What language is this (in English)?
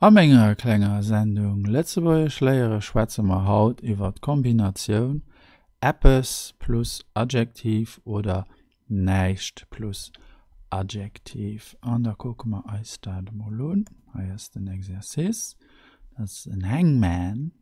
Luxembourgish